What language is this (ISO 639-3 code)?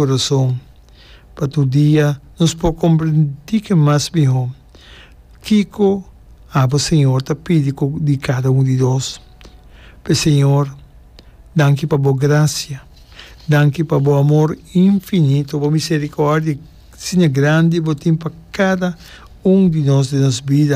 pap